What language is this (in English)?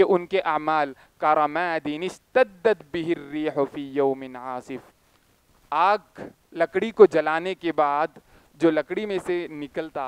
Urdu